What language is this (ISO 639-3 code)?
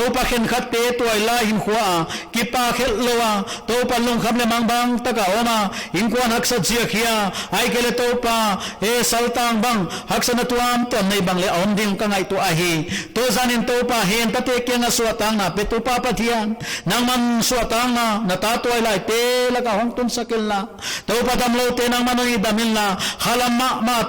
pck